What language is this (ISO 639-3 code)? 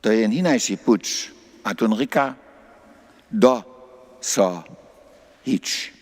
hsb